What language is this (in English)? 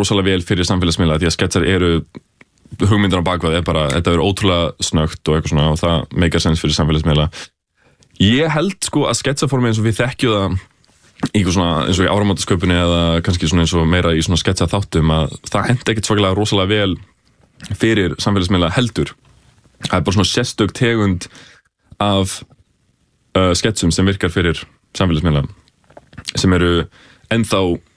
Icelandic